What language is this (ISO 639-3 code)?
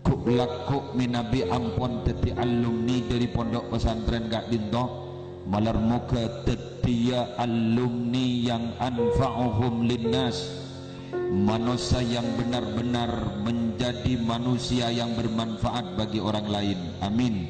mad